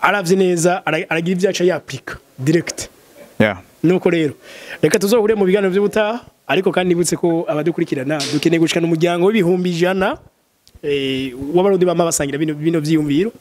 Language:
Rundi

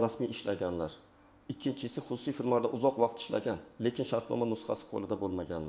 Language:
Uzbek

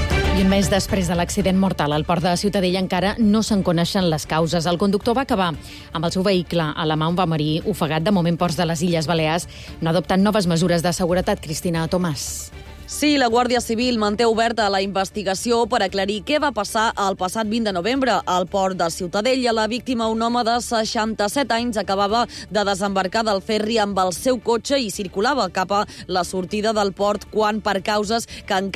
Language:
Catalan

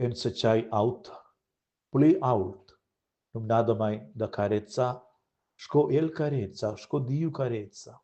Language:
Romansh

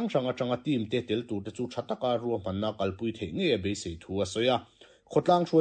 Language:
Mizo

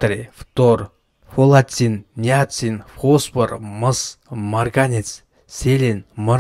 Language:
Kazakh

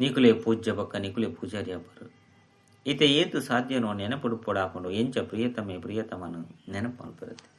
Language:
Tulu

